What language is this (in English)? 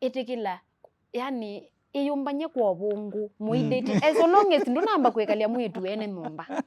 Kamba